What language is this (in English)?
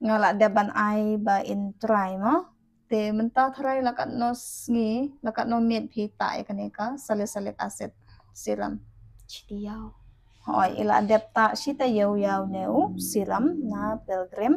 Khasi